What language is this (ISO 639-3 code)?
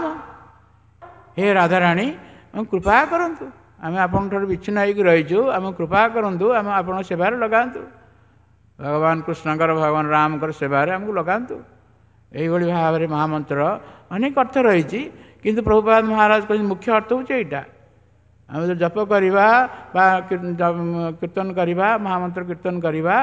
ori